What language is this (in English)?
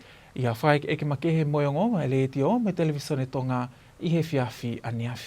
Tongan